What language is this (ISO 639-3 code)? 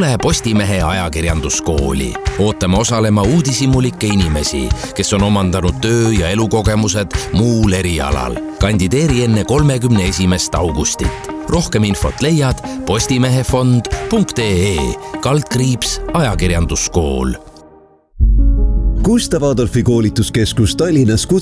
est